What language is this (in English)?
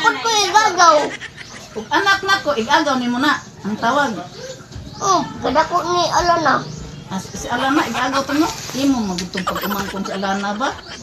Cebuano